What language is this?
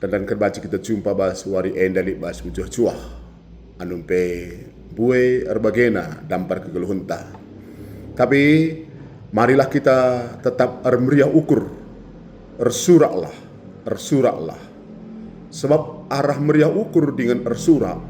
Batak Karo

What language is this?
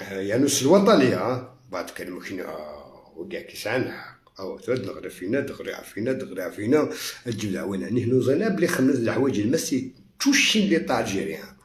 Algerian Arabic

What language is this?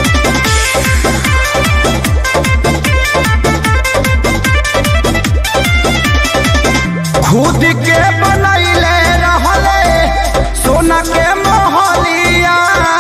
Bhojpuri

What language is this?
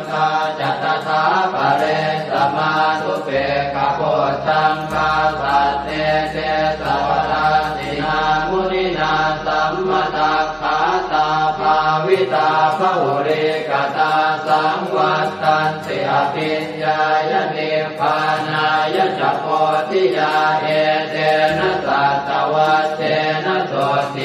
Pali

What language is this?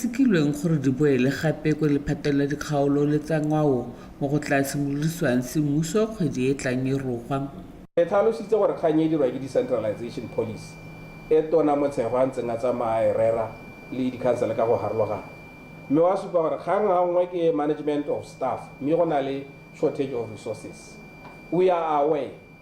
Tswana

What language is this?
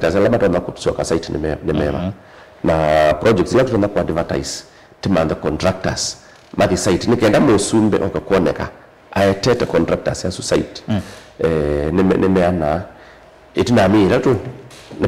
Kamba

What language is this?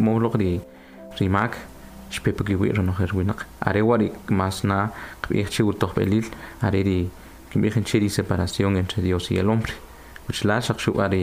Kʼicheʼ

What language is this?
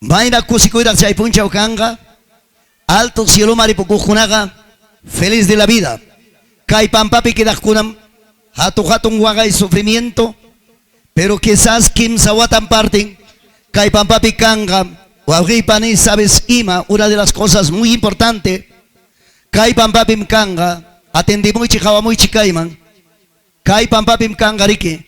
Ayacucho Quechua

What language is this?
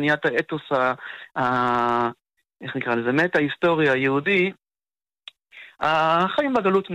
Hebrew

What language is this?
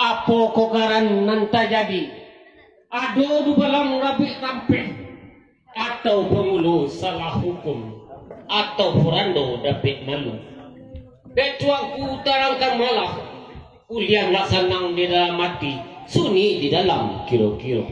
Minangkabau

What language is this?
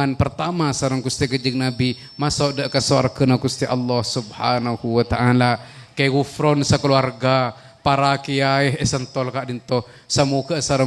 Madurese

